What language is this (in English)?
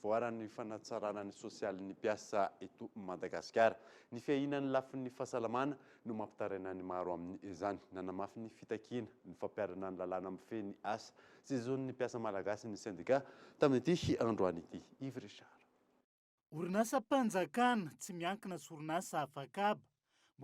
Malagasy